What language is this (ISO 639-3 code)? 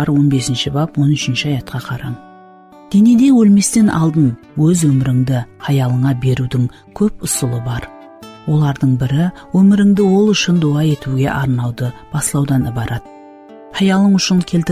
kaa